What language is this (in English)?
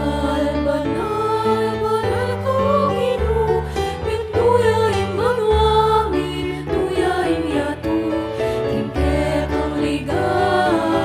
Pampanga